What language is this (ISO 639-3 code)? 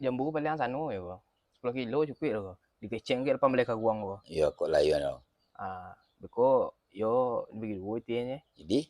min